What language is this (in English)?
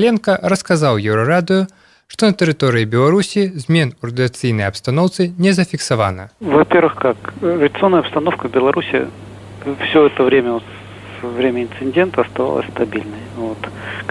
Belarusian